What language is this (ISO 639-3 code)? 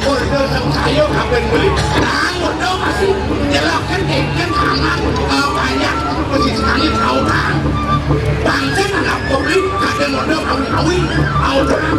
ban